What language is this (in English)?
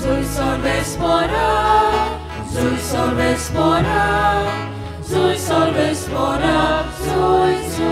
Konkani